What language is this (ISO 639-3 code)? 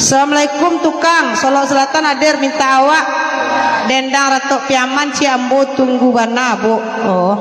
min